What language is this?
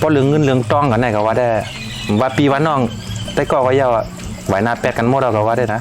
Shan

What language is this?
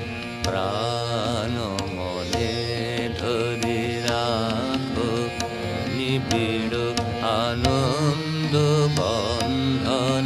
Bangla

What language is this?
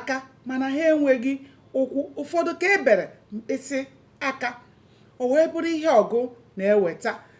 Igbo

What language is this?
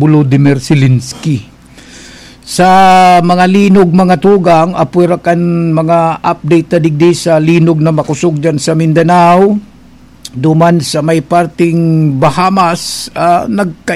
Bikol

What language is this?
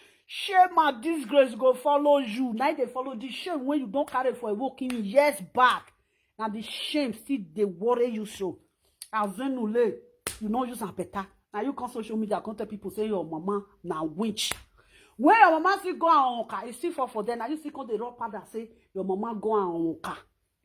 Nigerian Pidgin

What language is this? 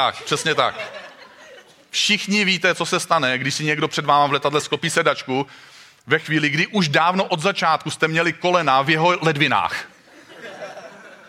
Czech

